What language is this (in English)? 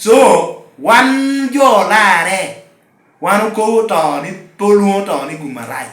Lango (Uganda)